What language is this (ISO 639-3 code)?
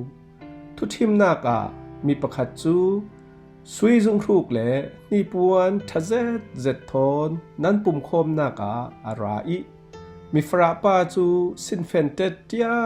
cfm